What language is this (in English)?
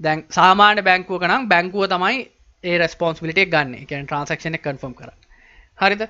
Sinhala